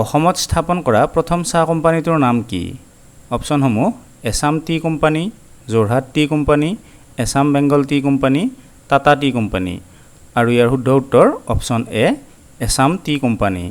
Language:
Assamese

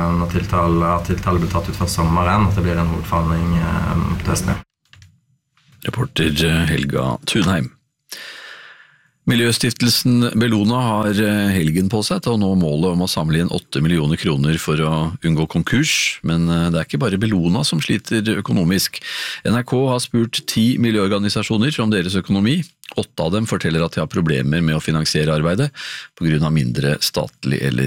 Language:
Norwegian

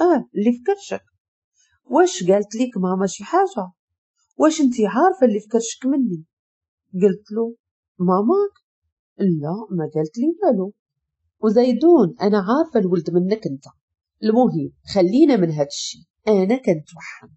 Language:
Moroccan Arabic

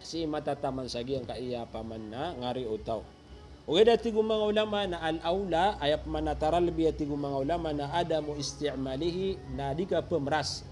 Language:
Maranao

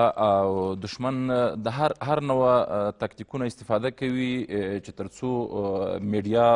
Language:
Pashto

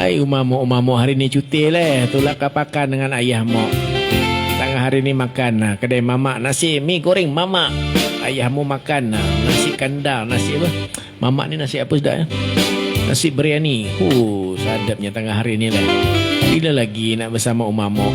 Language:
Banjar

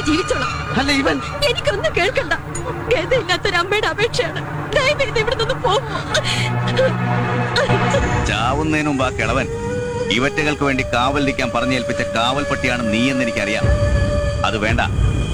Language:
Malayalam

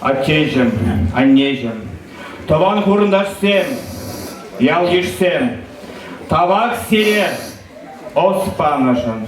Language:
Chuvash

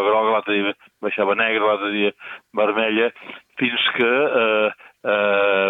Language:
Catalan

